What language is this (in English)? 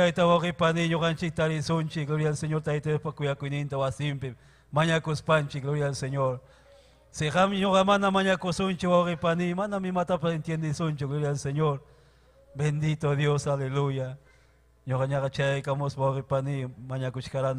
Ayacucho Quechua